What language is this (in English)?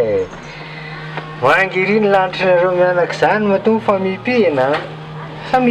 Malagasy